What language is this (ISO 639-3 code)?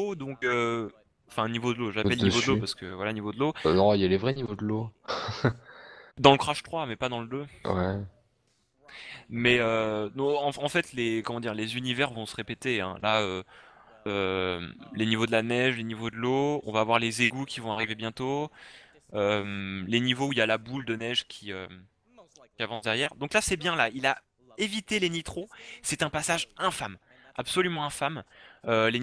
fra